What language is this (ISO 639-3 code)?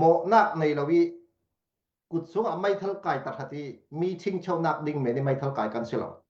cfm